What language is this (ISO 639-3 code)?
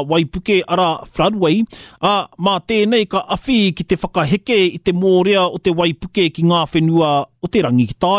mri